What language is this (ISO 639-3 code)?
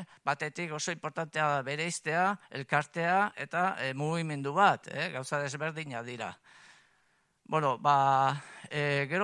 eus